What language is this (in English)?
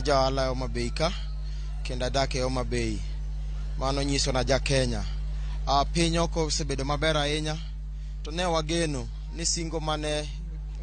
Luo (Kenya and Tanzania)